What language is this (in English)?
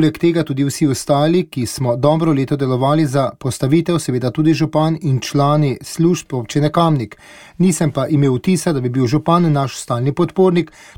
Slovenian